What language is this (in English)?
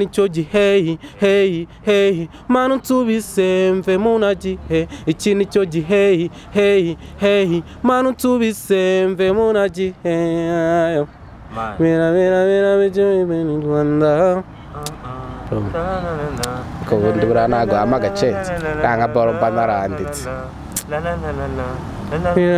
Kinyarwanda